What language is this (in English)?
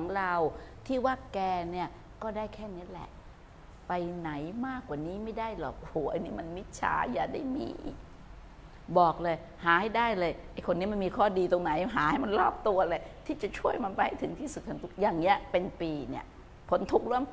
Thai